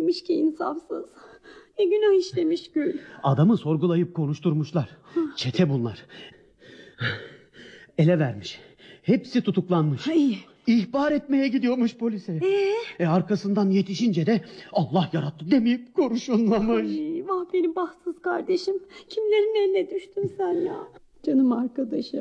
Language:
Turkish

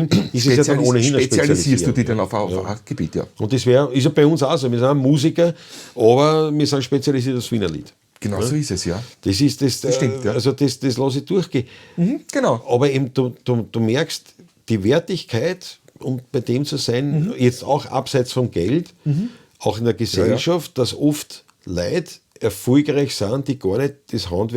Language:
Bavarian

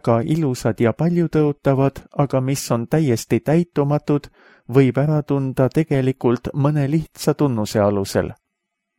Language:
Estonian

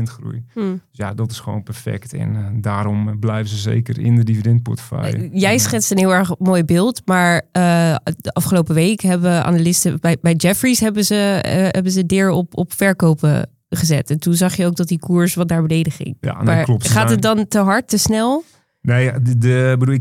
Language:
Dutch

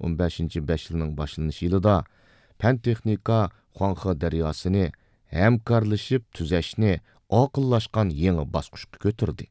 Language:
Uyghur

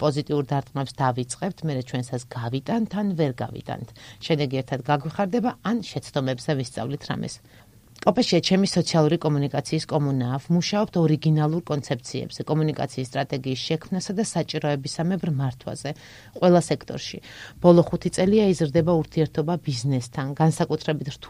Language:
Georgian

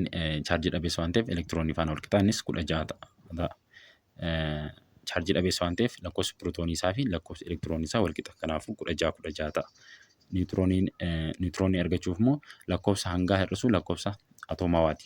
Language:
Oromo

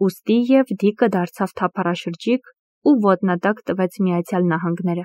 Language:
Armenian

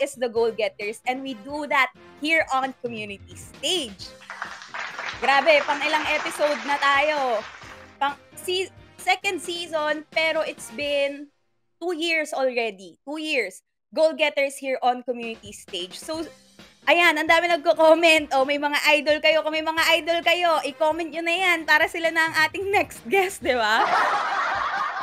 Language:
Filipino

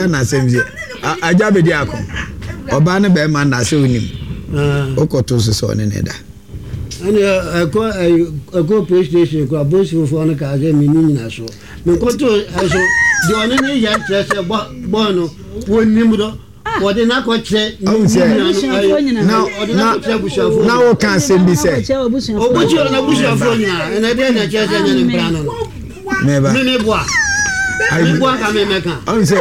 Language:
Akan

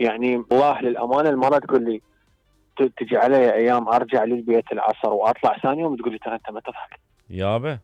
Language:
Mesopotamian Arabic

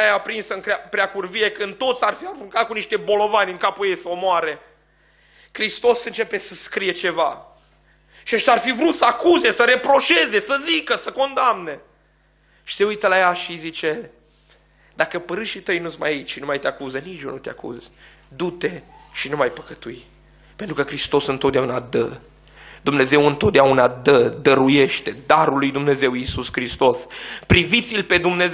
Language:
Romanian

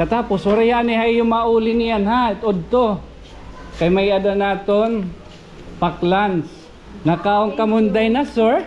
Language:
Waray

